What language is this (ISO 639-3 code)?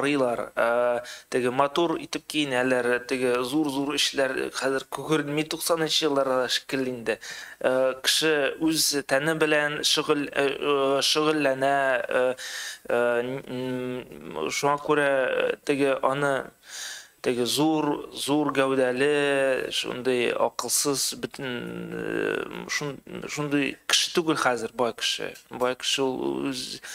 tat